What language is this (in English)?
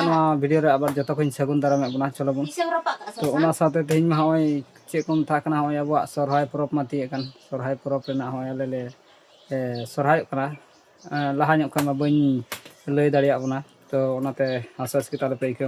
Santali